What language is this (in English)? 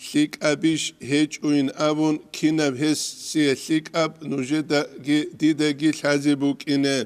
Avaric